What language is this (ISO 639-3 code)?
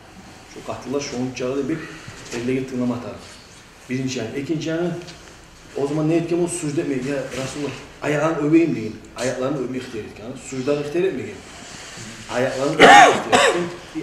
kum